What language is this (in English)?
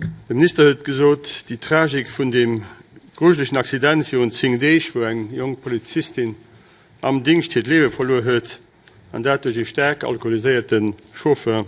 Luxembourgish